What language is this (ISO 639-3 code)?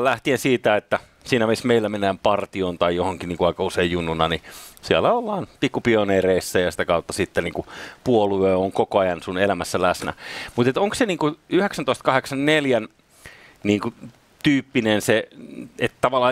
fin